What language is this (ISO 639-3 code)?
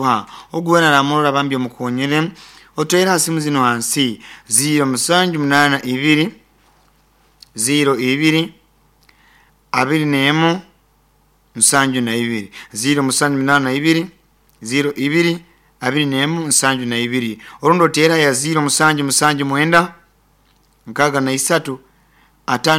nyo